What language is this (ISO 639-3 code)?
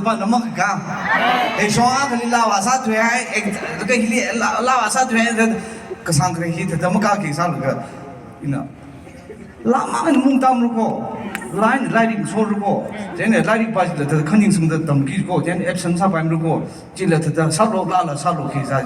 nmf